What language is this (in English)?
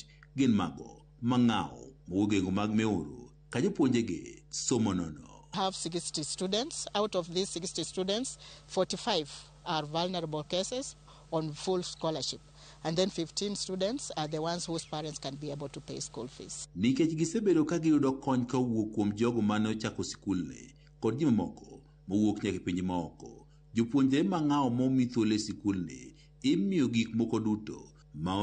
Luo (Kenya and Tanzania)